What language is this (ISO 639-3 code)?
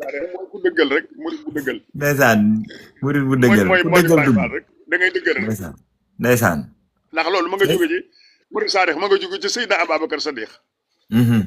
wol